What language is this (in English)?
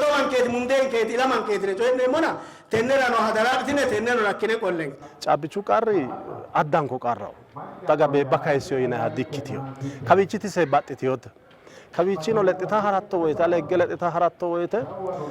Sidamo